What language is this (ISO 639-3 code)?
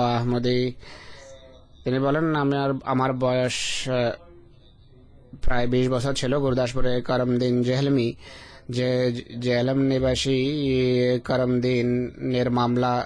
ben